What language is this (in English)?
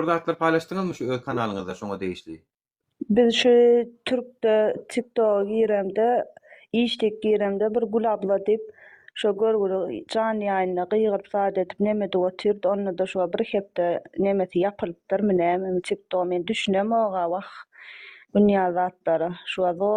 Turkmen